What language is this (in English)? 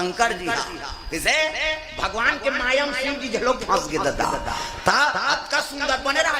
Chhattisgarhi